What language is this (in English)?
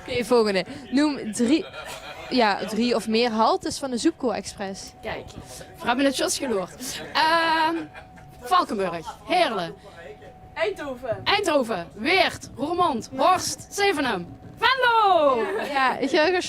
Limburgish